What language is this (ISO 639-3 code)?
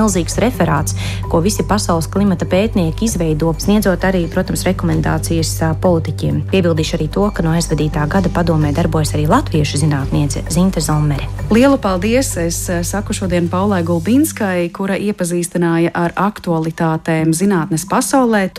lav